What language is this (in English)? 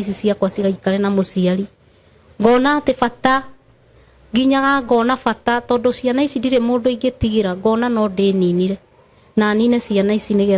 Kikuyu